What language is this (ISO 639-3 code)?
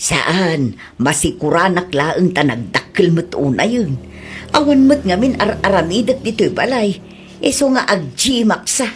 ilo